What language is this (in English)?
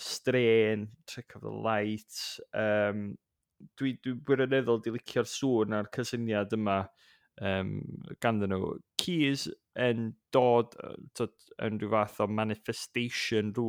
Welsh